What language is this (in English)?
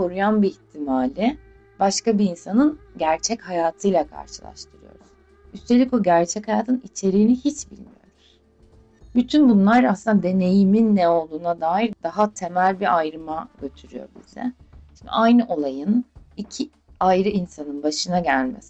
Turkish